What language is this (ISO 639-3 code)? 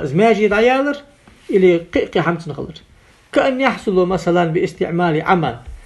inh